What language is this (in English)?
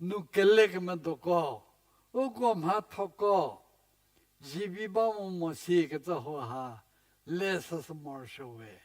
Angami Naga